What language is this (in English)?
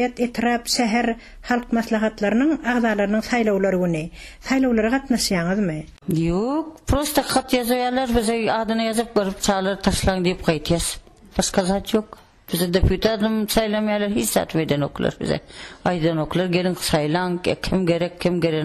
Turkmen